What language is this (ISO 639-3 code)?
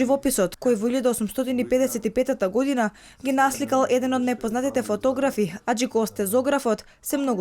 mkd